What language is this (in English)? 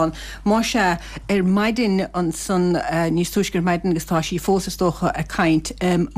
Irish